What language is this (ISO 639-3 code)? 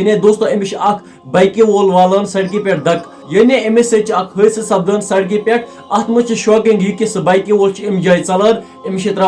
kas